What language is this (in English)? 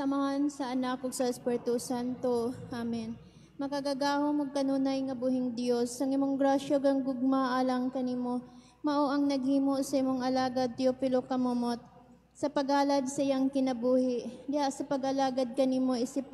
Cebuano